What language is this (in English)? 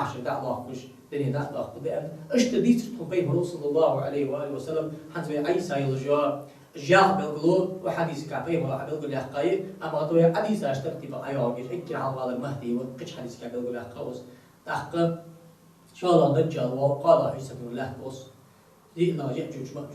Ingush